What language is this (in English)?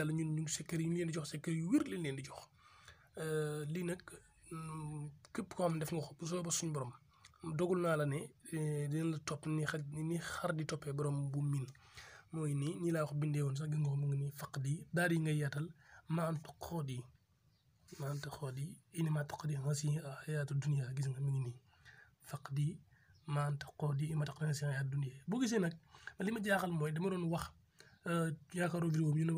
Wolof